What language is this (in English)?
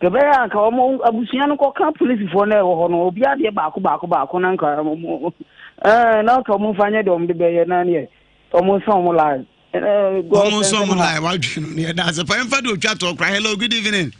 Akan